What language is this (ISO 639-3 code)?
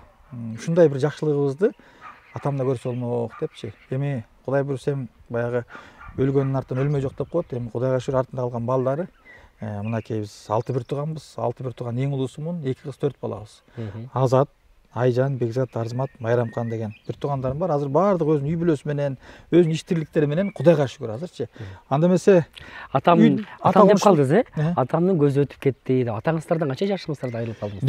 kir